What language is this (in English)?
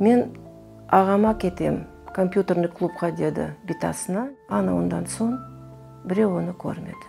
Crimean Tatar